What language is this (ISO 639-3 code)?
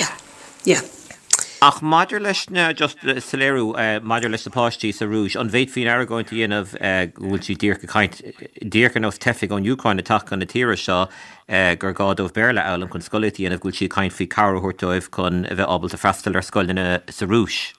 gle